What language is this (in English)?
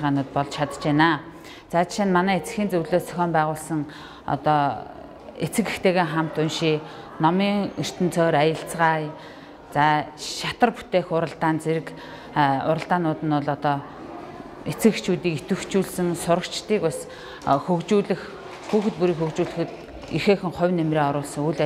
Mongolian